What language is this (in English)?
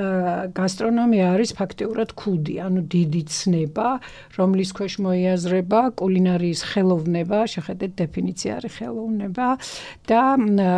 Georgian